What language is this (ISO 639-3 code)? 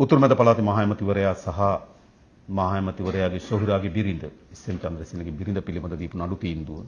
sin